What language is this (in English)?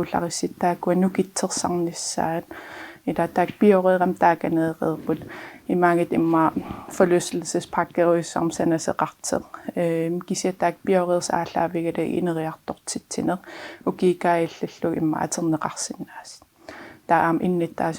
Kalaallisut